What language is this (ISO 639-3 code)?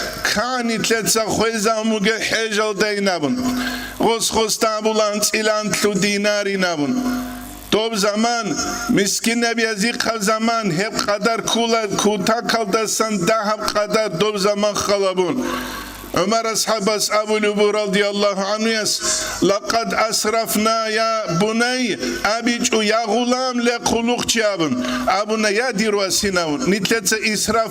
ava